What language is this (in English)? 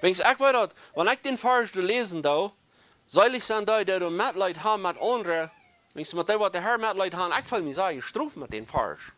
Plautdietsch